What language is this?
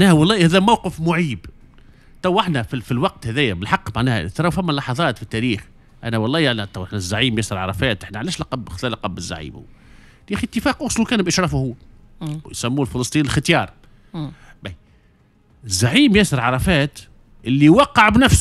Tunisian Arabic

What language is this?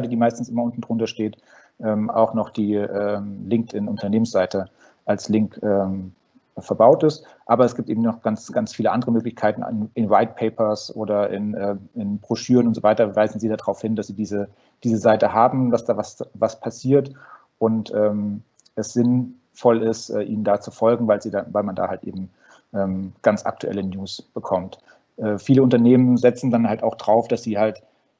German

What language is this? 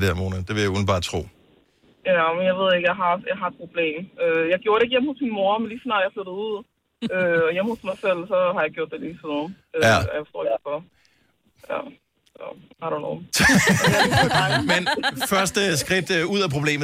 Danish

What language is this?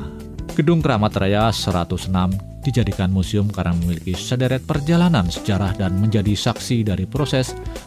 Indonesian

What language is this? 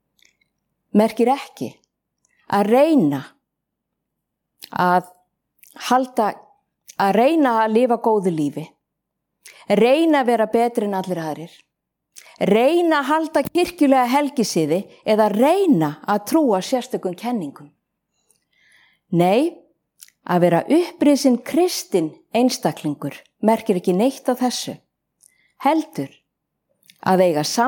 Icelandic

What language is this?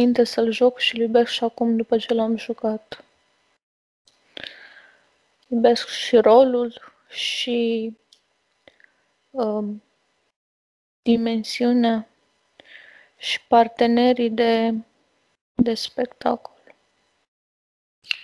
Romanian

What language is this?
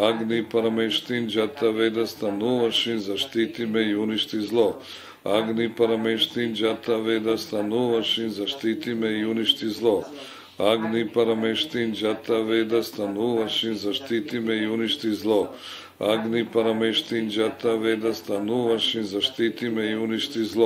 Serbian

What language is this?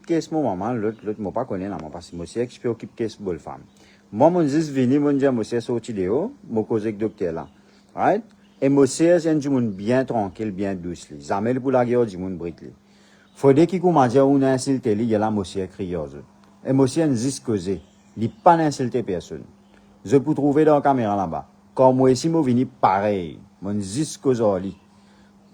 Morisyen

